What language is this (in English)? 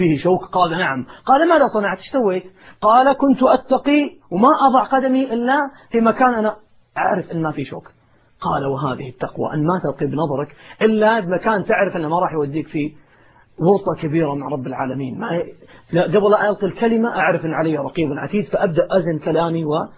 Arabic